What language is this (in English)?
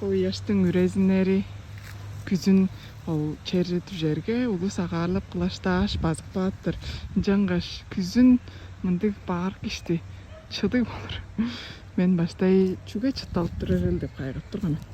Tuvinian